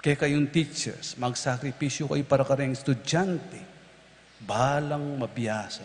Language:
Pampanga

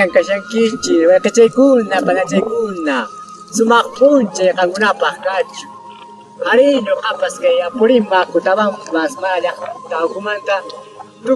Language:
Quechua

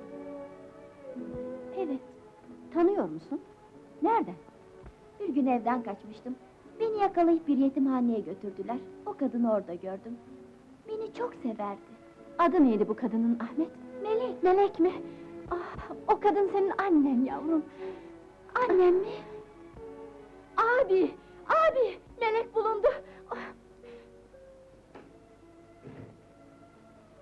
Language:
Turkish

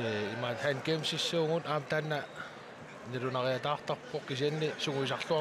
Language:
Kalaallisut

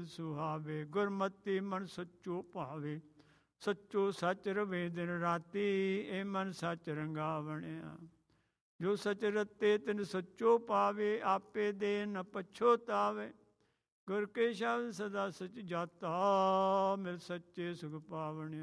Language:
Punjabi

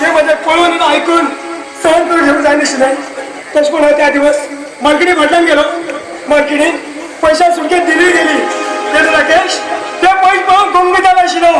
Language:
Konkani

